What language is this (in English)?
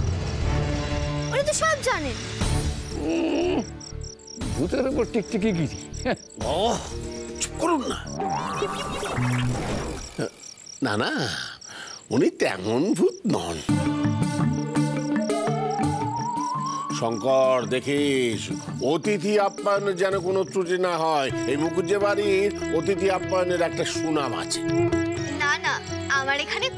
Bangla